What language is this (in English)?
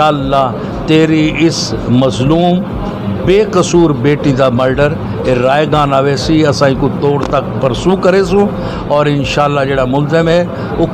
Saraiki